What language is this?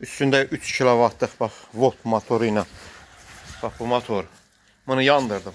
Azerbaijani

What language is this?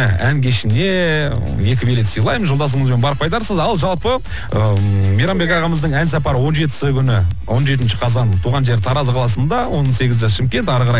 Kazakh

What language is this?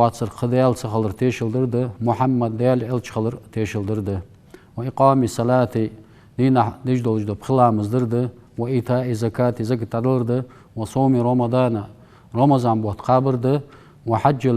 Ingush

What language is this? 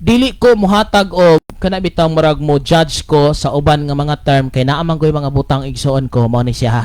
Cebuano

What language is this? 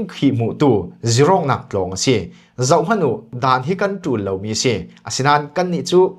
Falam Chin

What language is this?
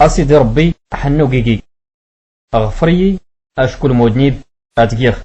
Tachelhit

